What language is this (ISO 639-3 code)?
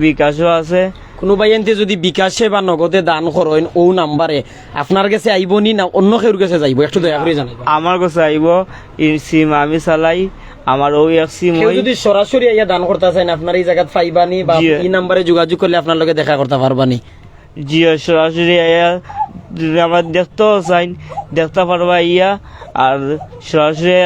syl